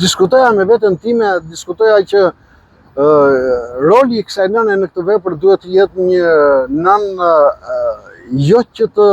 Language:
Albanian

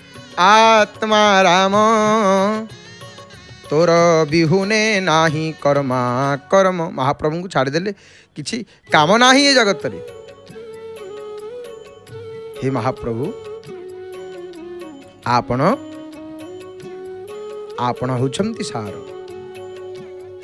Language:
Odia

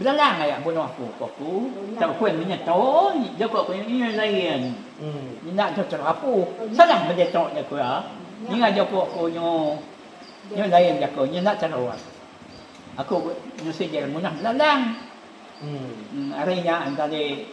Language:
Iban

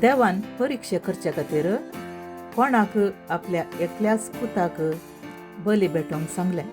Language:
Konkani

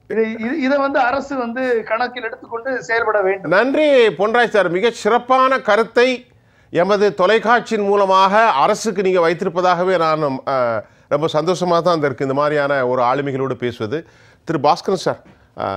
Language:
Tamil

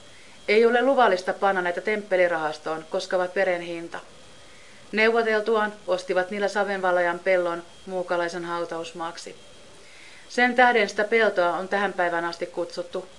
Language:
Finnish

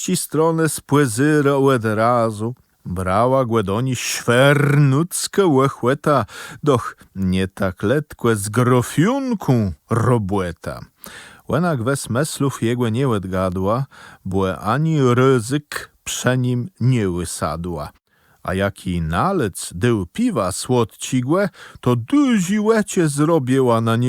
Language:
Kashubian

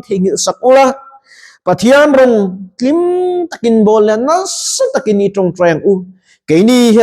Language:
Mizo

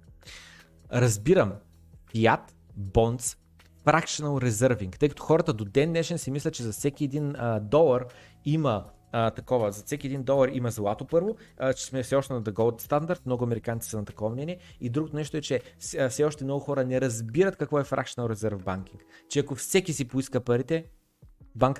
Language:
Bulgarian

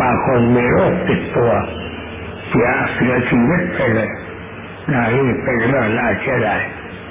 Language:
Thai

